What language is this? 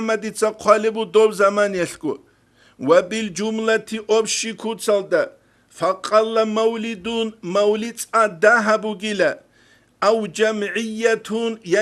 Avaric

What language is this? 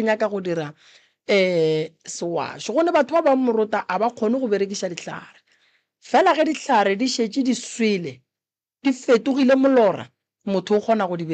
Northern Sotho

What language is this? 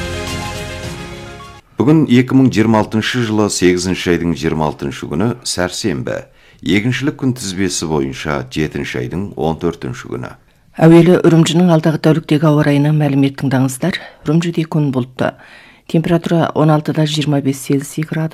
Kazakh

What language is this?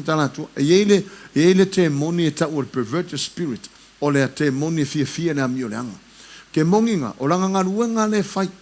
Samoan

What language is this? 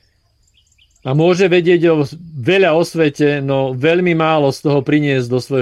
Slovak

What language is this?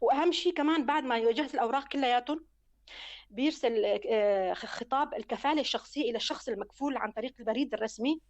North Levantine Arabic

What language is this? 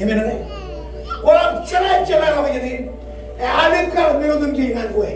Marshallese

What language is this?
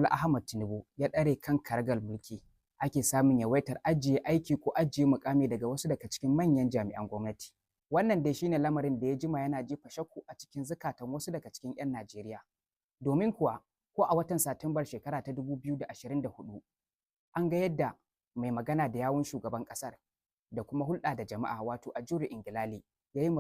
Hausa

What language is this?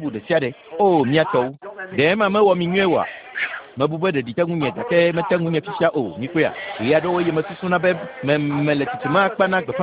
Ewe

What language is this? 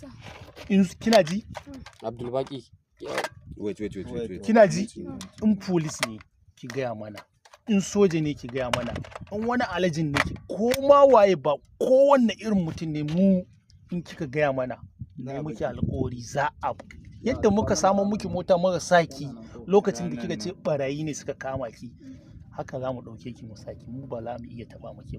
Hausa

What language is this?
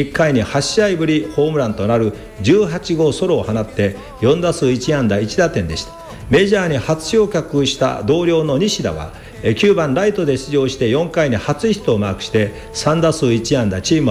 Japanese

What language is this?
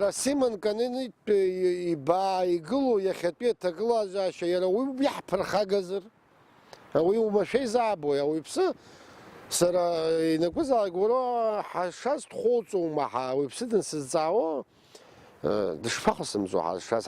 Abkhazian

